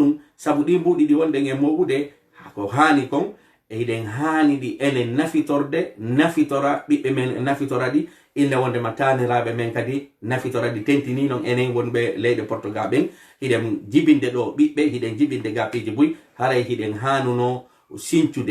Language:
Fula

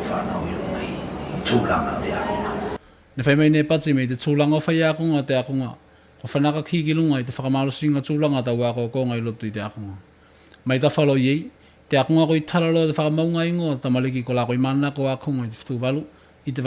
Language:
Tuvalu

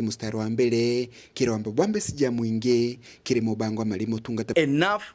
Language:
Meru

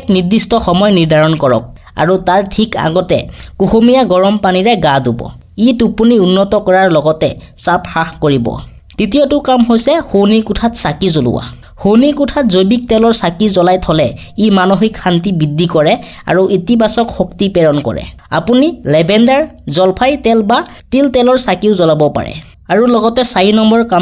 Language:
Assamese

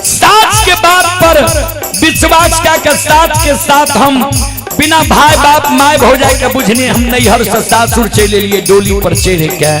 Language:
Maithili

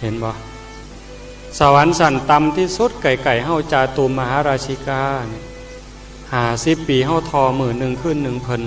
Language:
Northeastern Thai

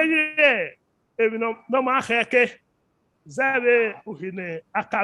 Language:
Bini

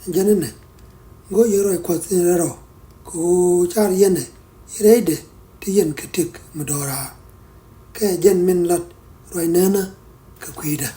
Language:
Nuer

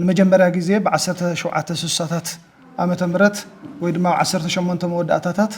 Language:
Tigrinya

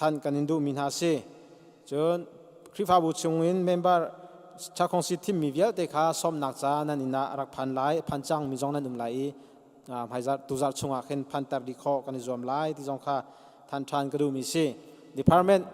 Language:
Hakha Chin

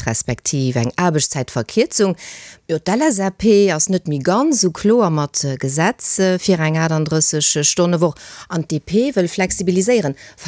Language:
Luxembourgish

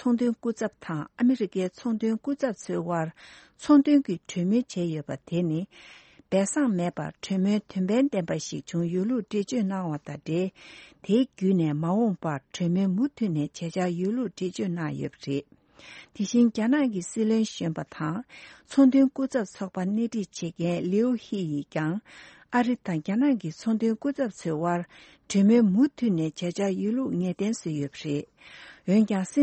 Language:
Tibetan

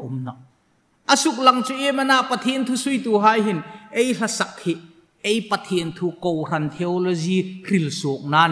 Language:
Hmar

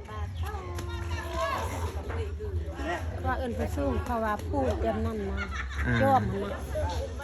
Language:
Lao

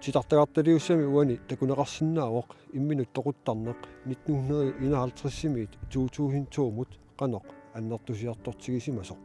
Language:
Kalaallisut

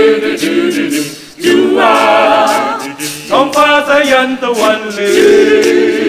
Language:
Thai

